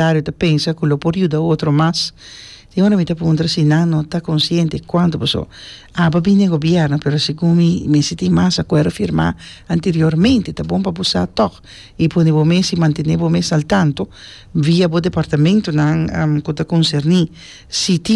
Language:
Papiamento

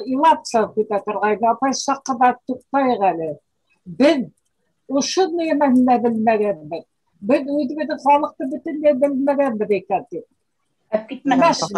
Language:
Bashkir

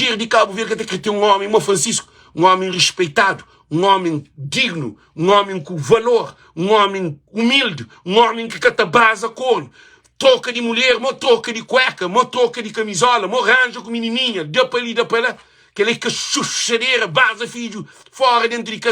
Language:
Kabuverdianu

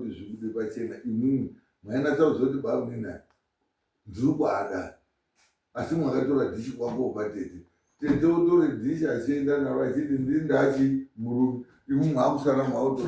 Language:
Shona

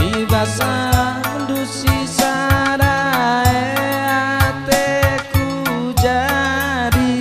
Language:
Batak Karo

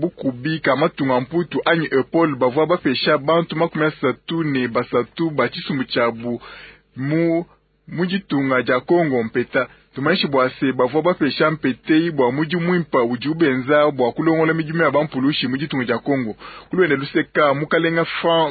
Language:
Luba-Lulua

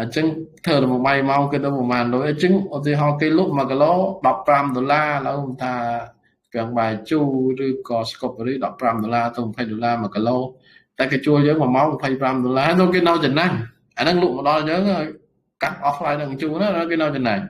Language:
Khmer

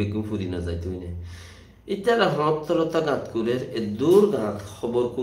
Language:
Rohingya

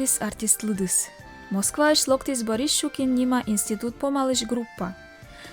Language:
Komi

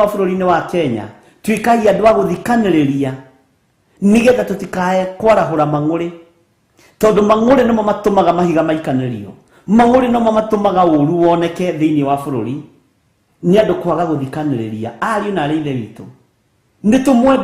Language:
Kikuyu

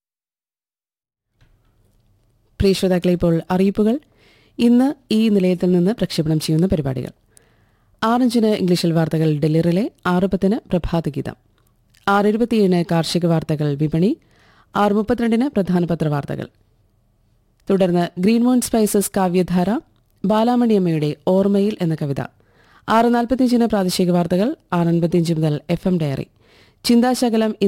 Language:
Malayalam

